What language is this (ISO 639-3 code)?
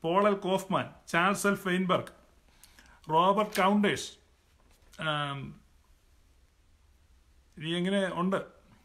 mal